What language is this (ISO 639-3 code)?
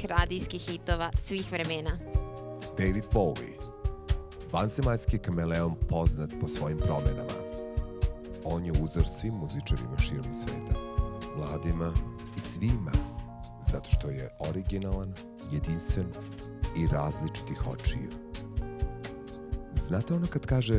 srp